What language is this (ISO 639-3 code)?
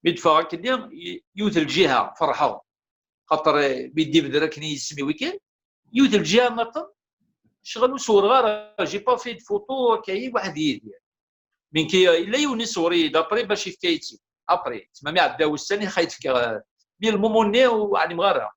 kab